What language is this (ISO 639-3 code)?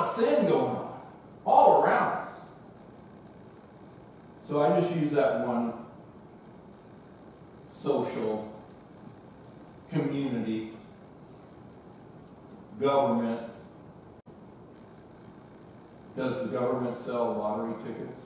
eng